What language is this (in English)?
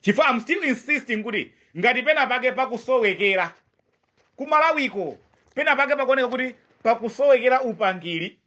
Nyanja